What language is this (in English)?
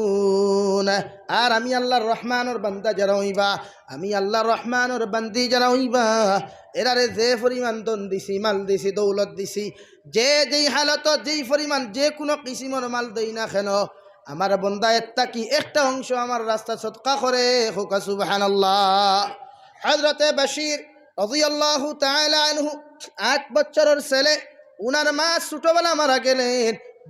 Sylheti